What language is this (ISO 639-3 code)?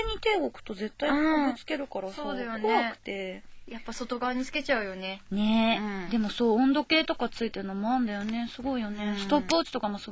jpn